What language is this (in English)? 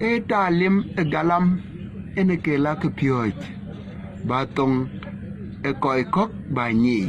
Dinka